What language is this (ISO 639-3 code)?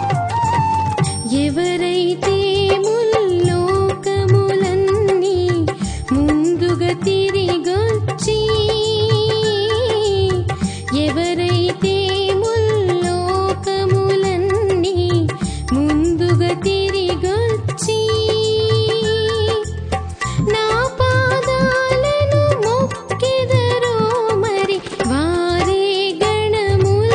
tel